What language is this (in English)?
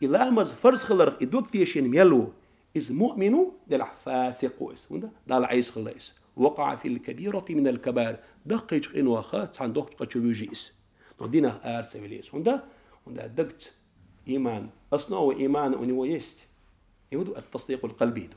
Chechen